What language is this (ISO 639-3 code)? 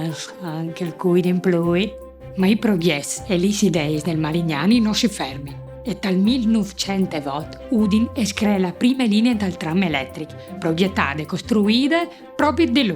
fur